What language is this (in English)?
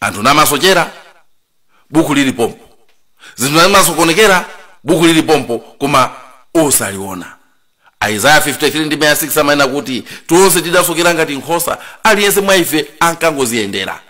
Nyanja